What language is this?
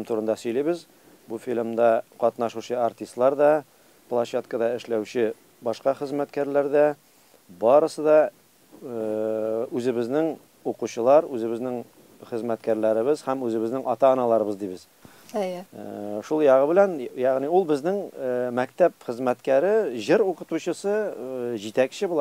Tatar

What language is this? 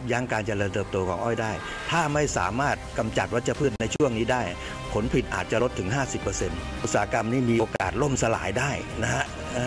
Thai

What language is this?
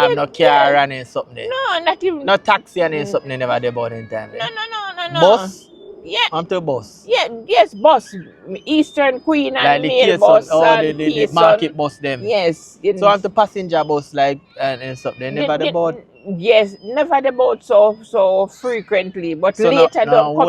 Jamaican Creole English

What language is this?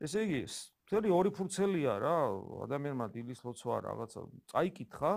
Georgian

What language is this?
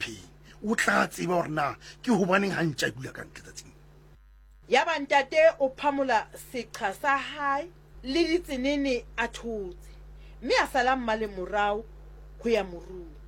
Southern Sotho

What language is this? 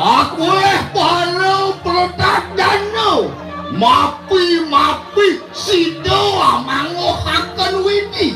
Balinese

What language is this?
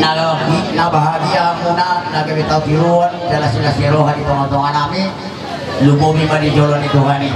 Batak Toba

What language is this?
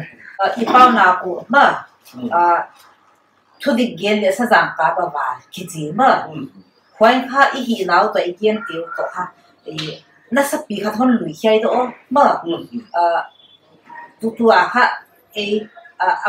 Paite Chin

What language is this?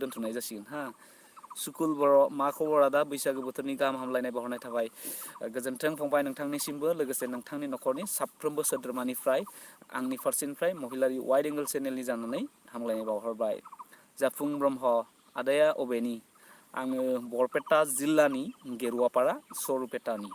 Bodo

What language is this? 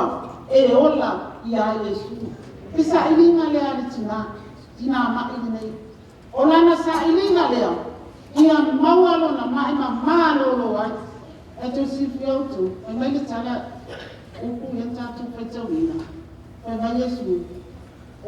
Samoan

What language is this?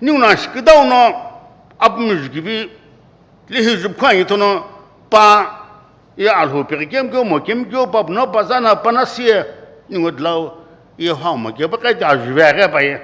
Sumi Naga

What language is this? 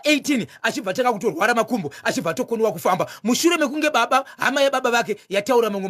Shona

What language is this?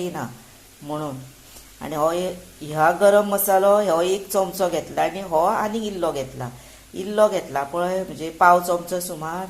Konkani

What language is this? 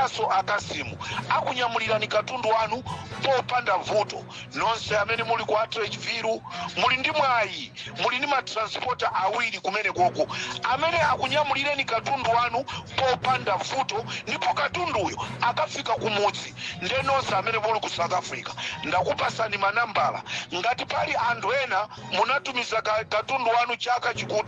Nyanja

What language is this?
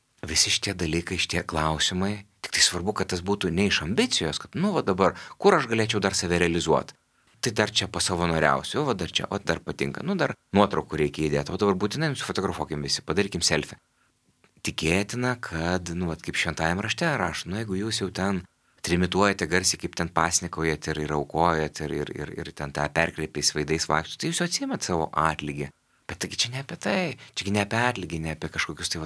Lithuanian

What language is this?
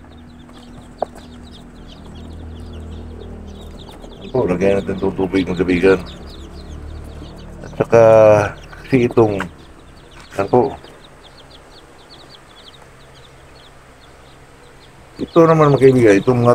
Filipino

